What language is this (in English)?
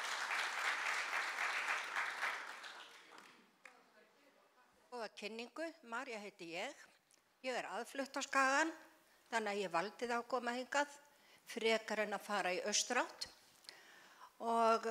Icelandic